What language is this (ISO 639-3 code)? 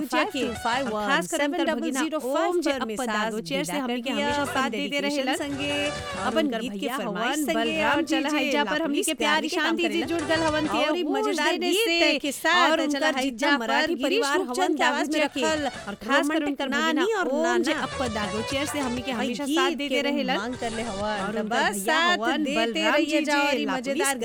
bho